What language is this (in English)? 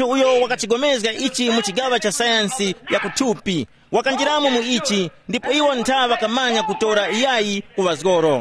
Tumbuka